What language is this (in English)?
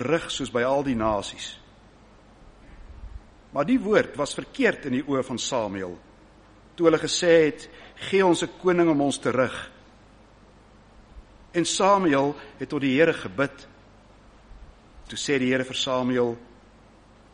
Afrikaans